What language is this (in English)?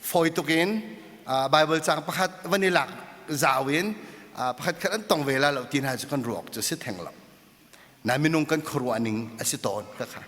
Hakha Chin